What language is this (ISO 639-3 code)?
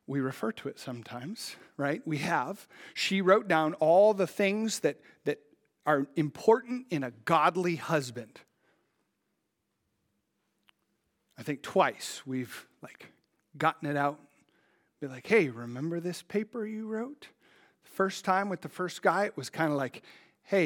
eng